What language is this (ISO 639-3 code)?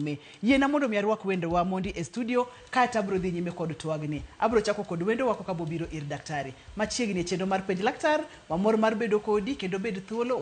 luo